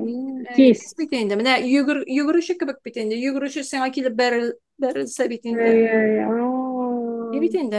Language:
Tatar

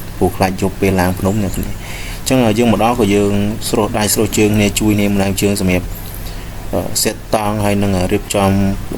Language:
Khmer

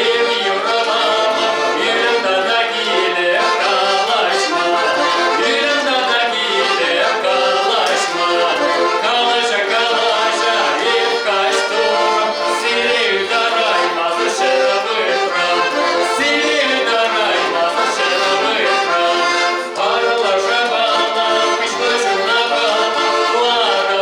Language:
Chuvash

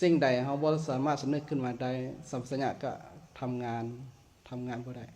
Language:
Lao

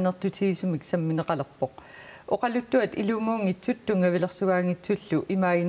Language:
Kalaallisut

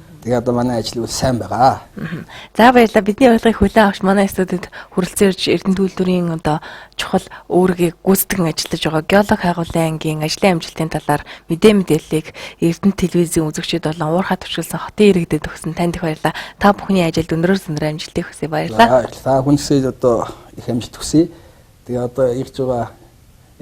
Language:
Mongolian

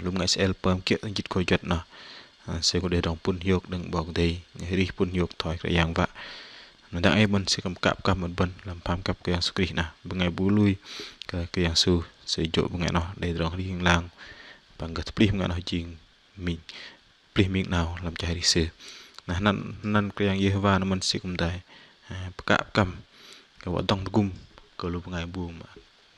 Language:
Bahnar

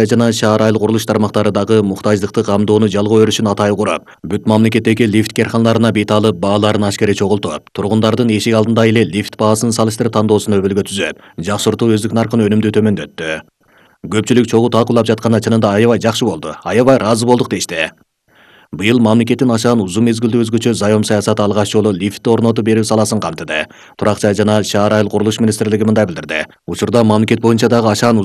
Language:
Kyrgyz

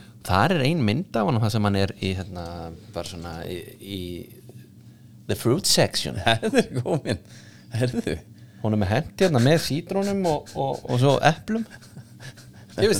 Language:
Icelandic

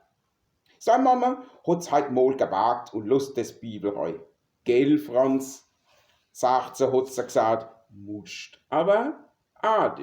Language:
Palatine German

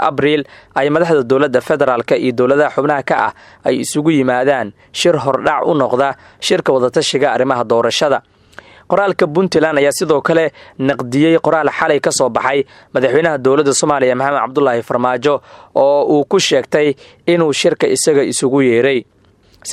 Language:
Somali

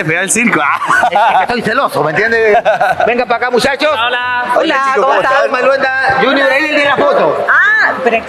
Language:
Spanish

